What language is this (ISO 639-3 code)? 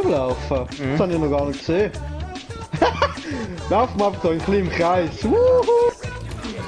gsw